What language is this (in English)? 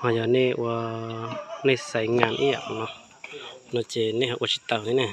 Hmong